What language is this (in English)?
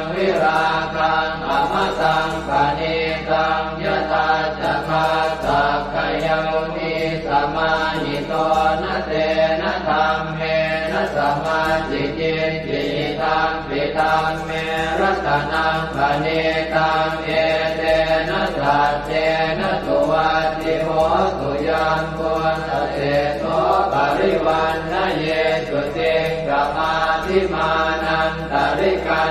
Pali